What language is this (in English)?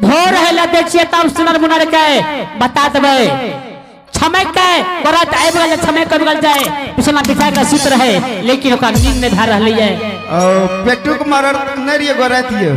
Maithili